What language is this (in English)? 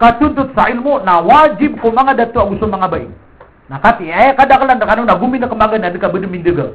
Maranao